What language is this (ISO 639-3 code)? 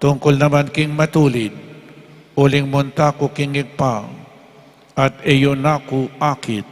pam